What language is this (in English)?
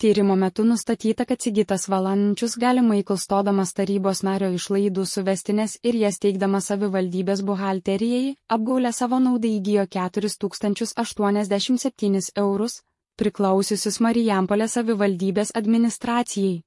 Lithuanian